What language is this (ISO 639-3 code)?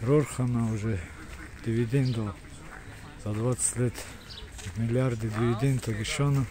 ava